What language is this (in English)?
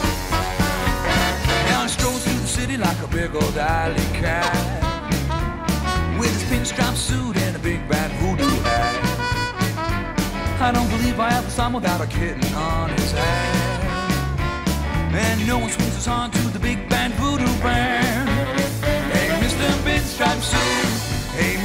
English